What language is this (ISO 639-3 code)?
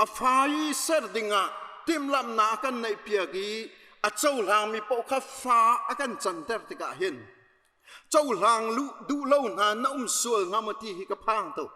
cnh